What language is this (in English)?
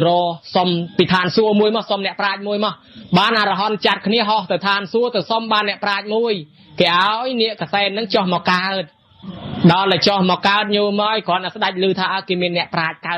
Khmer